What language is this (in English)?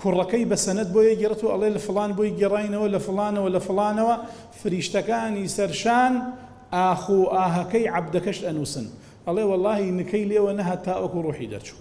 Central Kurdish